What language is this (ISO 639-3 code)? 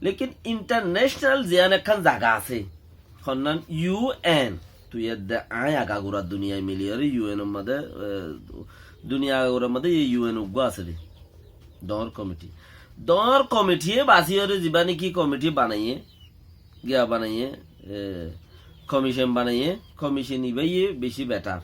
rhg